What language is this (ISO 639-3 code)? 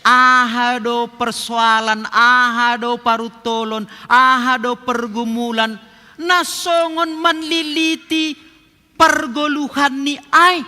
bts